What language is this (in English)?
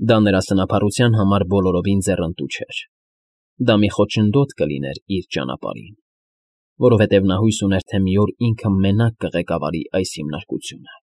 Armenian